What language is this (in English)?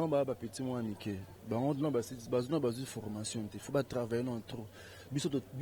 Lingala